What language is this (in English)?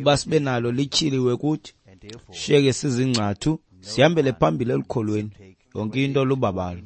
Xhosa